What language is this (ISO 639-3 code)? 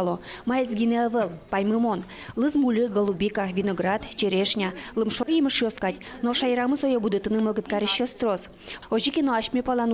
udm